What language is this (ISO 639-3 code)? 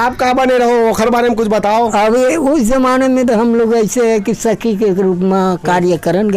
hne